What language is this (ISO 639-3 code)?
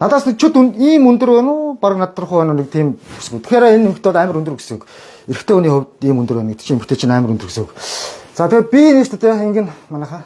mon